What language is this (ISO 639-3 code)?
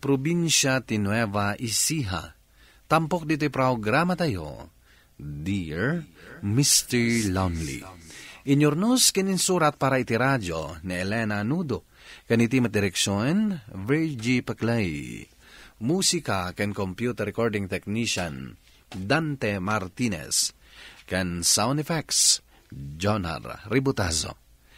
ilo